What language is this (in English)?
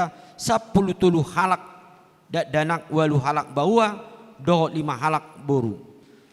Batak Toba